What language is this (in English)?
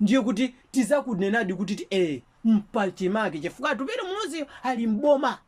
Nyanja